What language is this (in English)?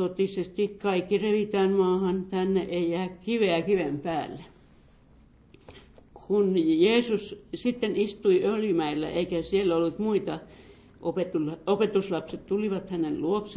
Finnish